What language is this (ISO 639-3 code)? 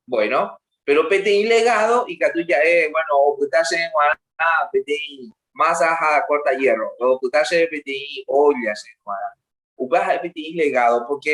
grn